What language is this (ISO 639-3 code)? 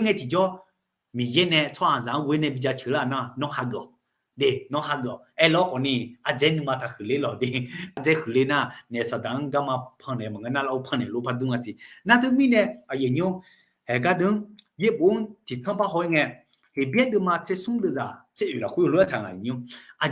ahk